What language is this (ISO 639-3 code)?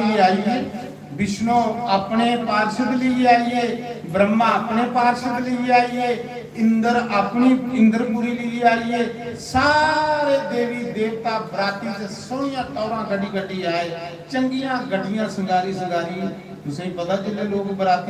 doi